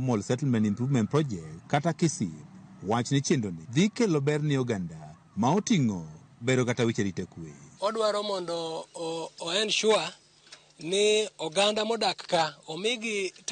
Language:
Luo (Kenya and Tanzania)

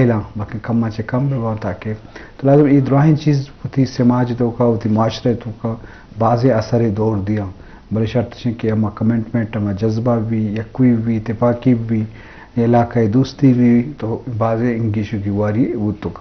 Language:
Eastern Balochi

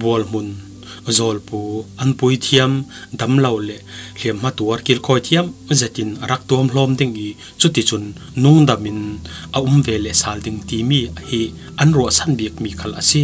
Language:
Falam Chin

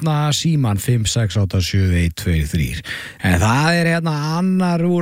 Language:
Icelandic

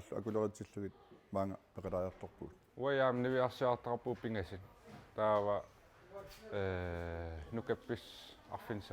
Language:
Kalaallisut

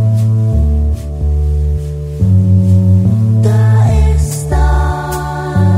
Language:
Basque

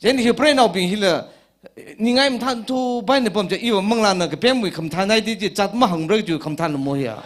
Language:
Tangkhul Naga (India)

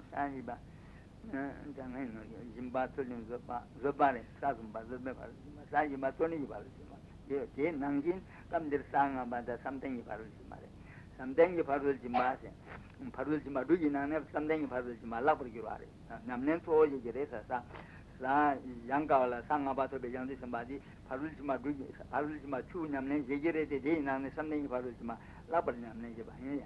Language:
Tibetan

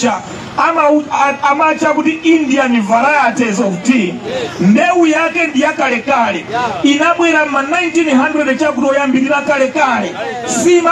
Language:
Nyanja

